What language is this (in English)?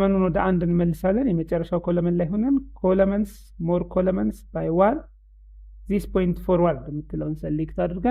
Amharic